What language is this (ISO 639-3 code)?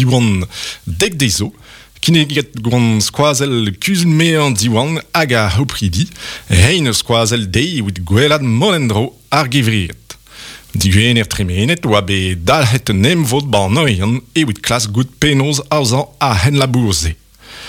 bre